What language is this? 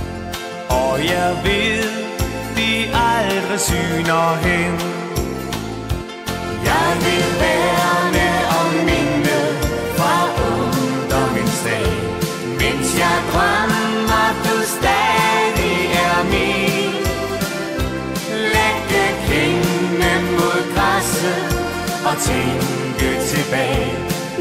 Danish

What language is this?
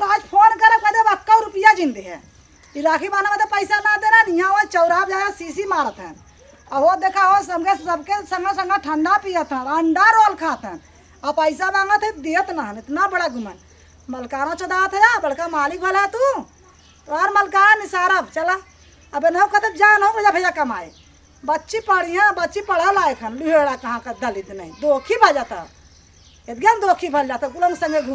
Awadhi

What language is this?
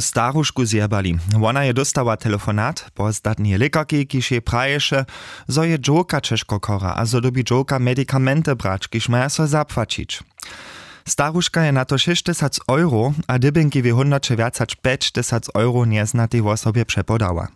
Upper Sorbian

